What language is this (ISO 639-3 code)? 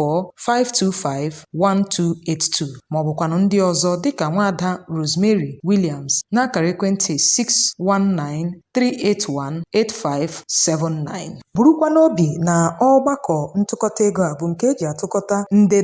ibo